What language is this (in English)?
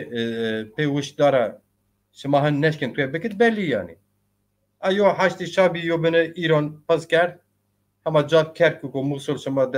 Zaza